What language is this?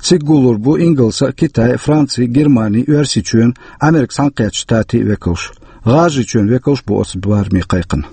Chechen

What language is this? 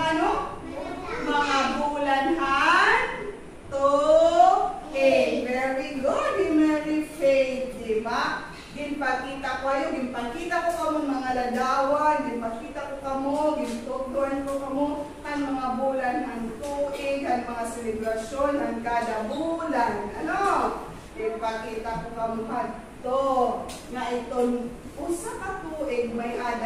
Waray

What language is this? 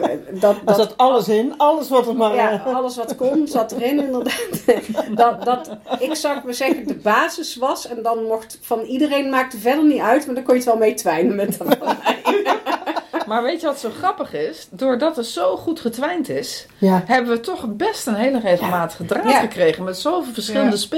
Dutch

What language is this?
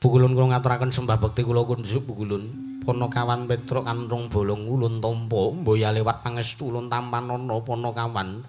Javanese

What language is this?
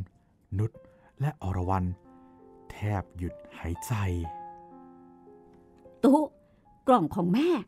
Thai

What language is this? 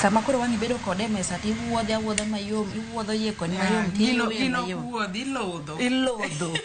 Luo (Kenya and Tanzania)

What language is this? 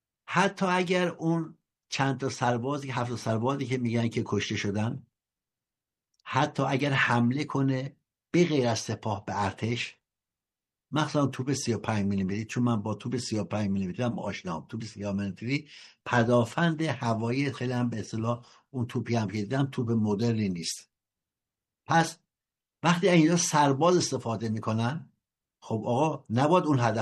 Persian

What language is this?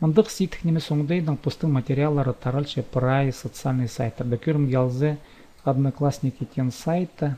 Khakas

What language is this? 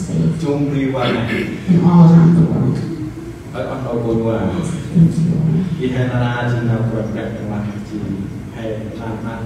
Central Mnong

